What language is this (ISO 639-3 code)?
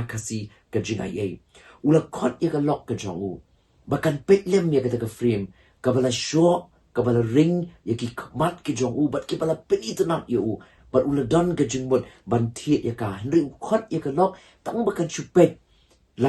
kha